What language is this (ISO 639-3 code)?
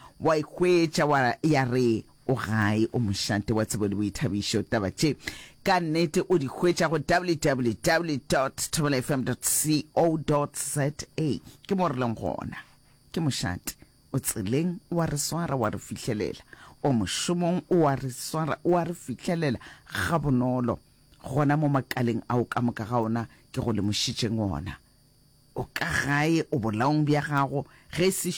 nso